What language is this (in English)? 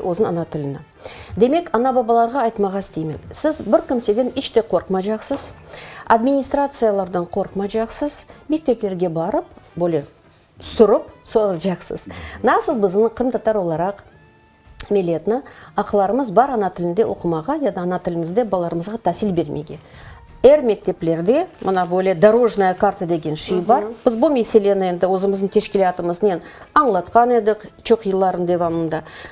Crimean Tatar